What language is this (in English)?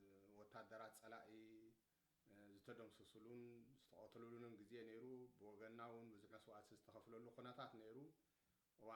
Tigrinya